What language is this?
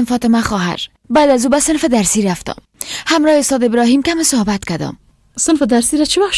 Persian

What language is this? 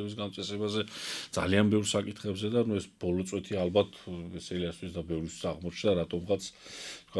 Georgian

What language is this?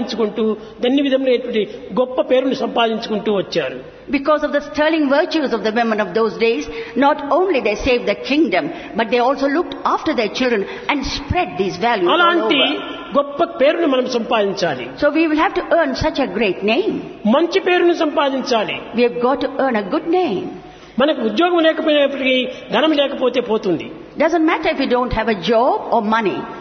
Telugu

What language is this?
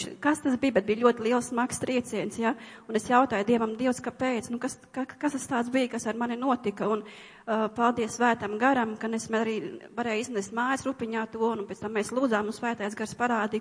Latvian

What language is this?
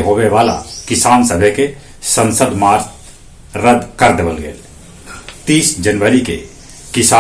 Magahi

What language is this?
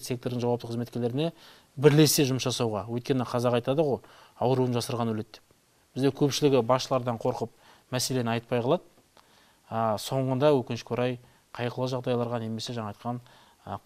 Kazakh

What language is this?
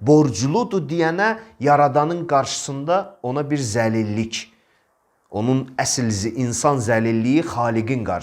Azerbaijani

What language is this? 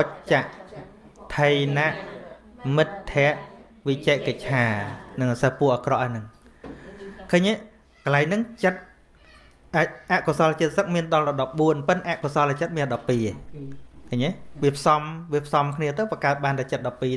Khmer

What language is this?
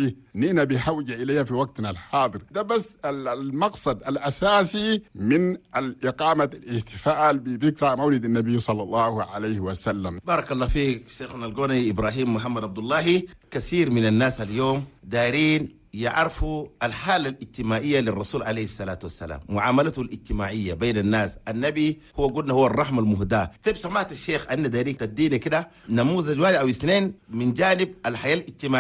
Chadian Arabic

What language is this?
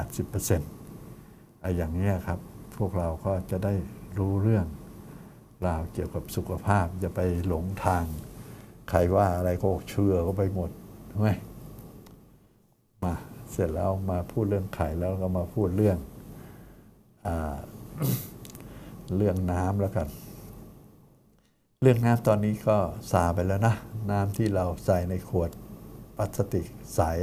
Thai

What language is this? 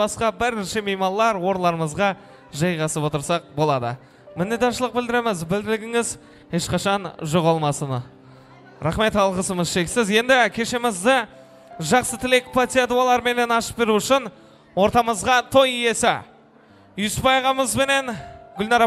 Kara-Kalpak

